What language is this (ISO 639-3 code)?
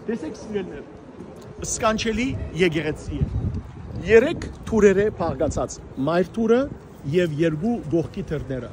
hyw